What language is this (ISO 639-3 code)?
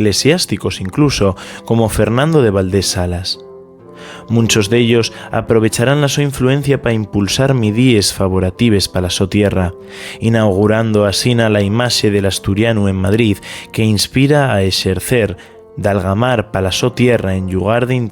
ast